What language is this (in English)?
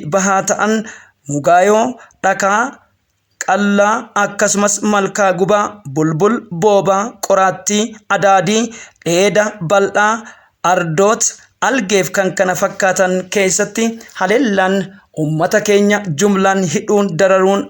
Oromo